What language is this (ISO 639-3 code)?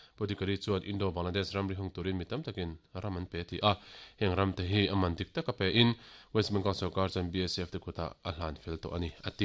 lus